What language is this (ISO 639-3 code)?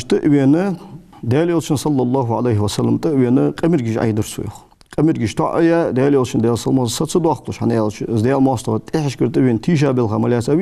inh